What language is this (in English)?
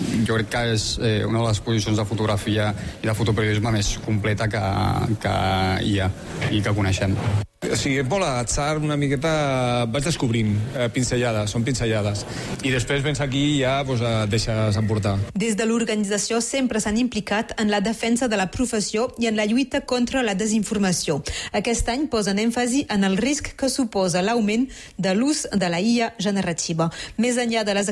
Catalan